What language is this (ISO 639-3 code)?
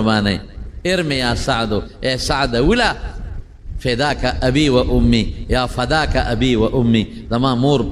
pus